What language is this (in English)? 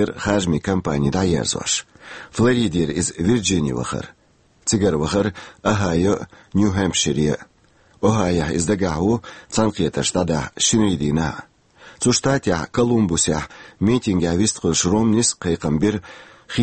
Chechen